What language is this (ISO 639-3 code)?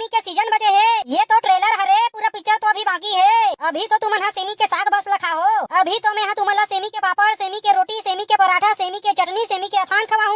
hne